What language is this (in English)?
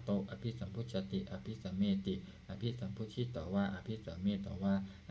Pali